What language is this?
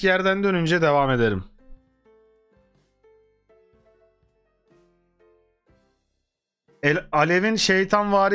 Turkish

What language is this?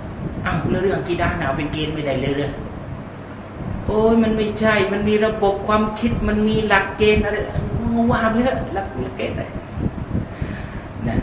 Thai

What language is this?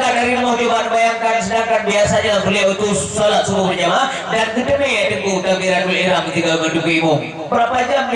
Achinese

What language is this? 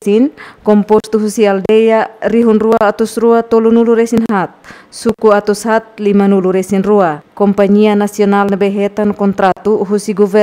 Tetum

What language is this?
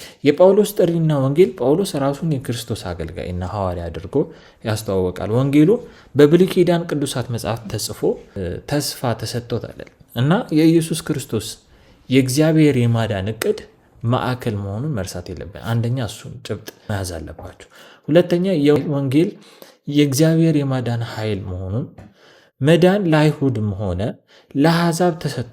Amharic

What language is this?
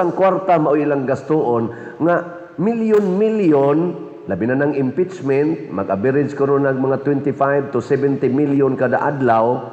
Cebuano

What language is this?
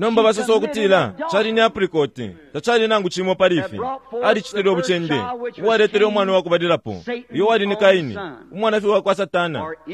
Bemba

